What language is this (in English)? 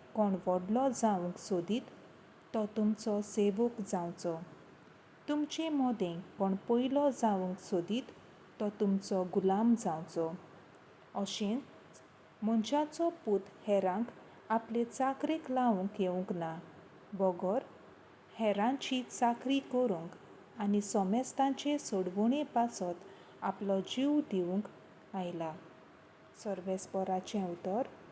Konkani